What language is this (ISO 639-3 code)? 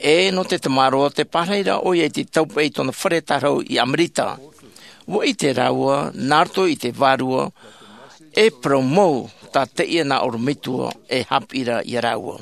tah